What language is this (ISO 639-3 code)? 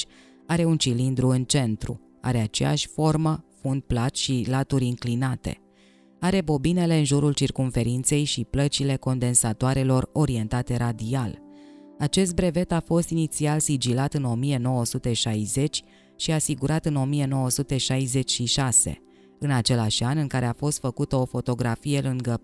ron